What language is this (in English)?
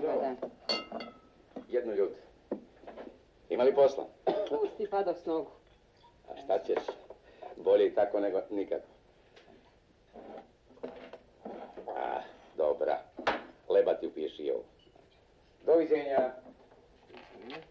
Serbian